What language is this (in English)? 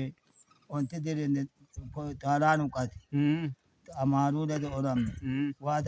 Sidamo